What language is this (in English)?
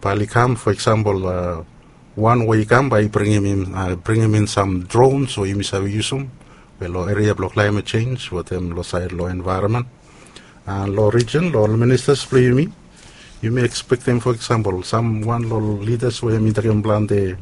Bislama